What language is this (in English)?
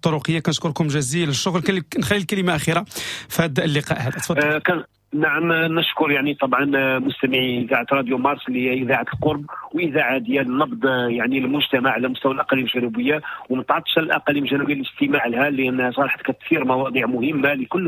Moroccan Arabic